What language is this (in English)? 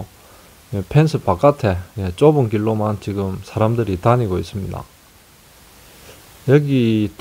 Korean